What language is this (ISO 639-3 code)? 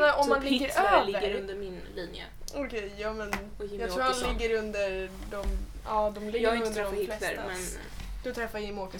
swe